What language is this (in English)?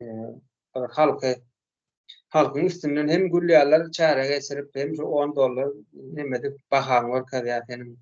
Turkmen